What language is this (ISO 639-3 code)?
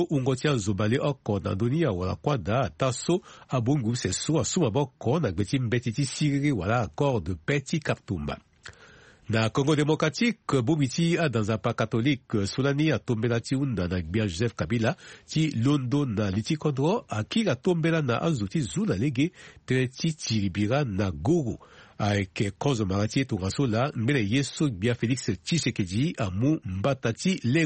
sag